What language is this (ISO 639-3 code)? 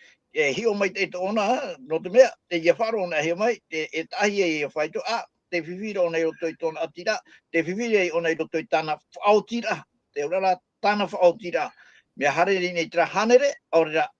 tah